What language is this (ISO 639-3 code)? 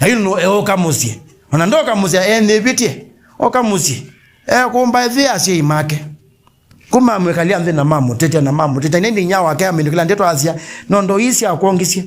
kam